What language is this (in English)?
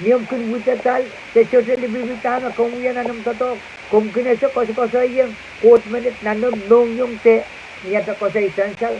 Pohnpeian